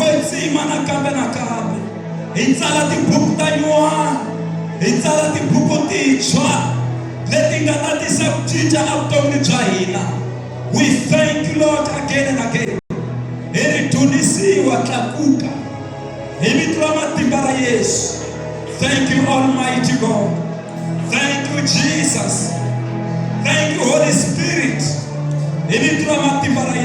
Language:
Tsonga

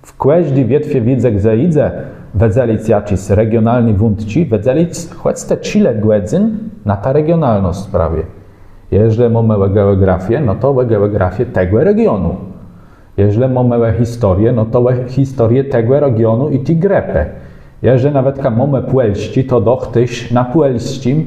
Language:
Kashubian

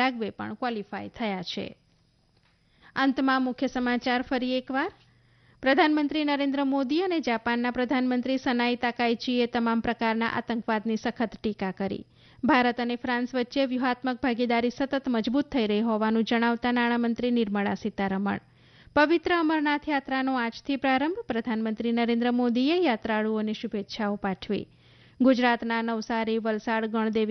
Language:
Gujarati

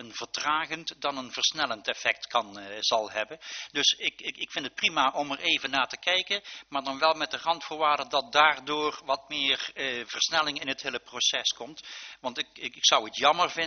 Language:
Dutch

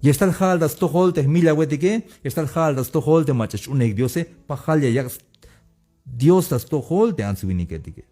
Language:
Tzeltal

